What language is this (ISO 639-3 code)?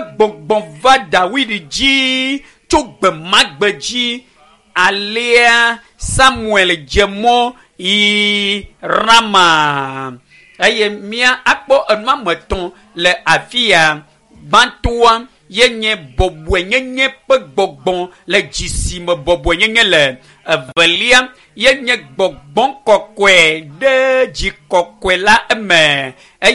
ewe